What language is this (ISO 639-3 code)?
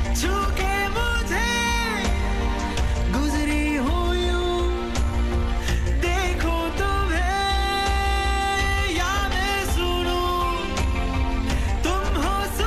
hin